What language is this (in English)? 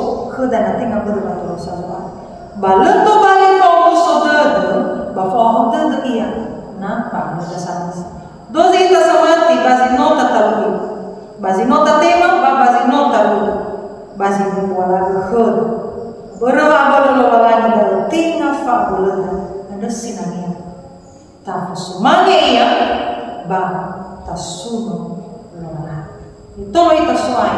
Nias